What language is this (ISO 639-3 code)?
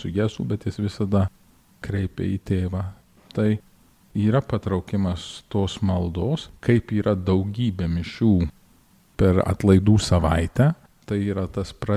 lit